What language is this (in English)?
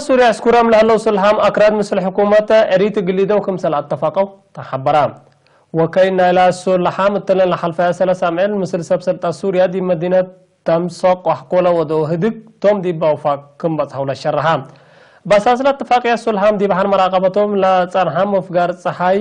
Tigre